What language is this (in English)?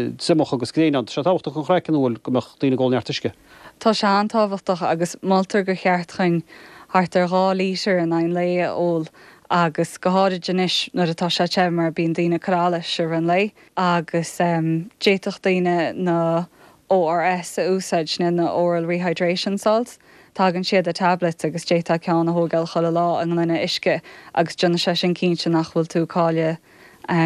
Irish